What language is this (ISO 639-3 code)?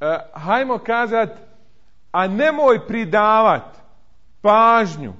bos